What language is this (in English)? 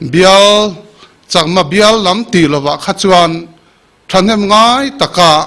Mizo